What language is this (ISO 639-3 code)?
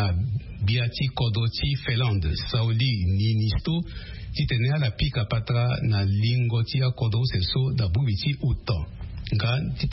sag